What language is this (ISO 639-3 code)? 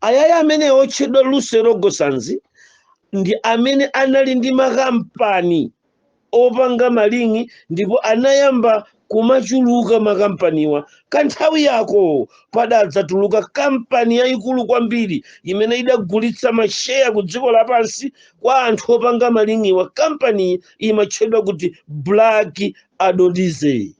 nya